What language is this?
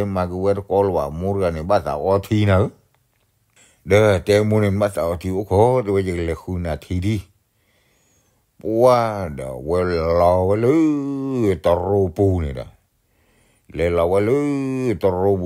S'gaw Karen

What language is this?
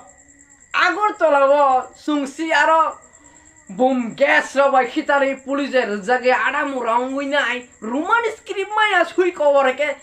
Riang (India)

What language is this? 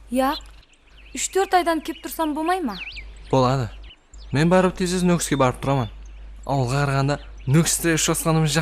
Kara-Kalpak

